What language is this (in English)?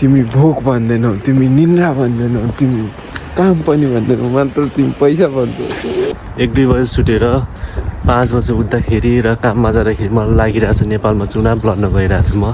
Nepali